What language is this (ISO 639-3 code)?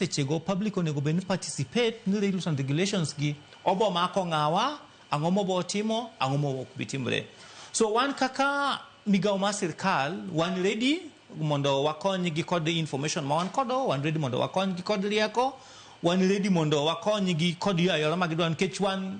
luo